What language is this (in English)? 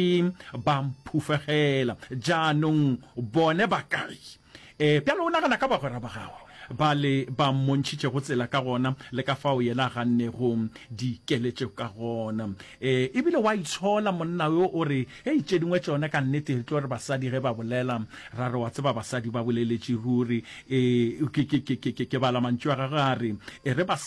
Northern Sotho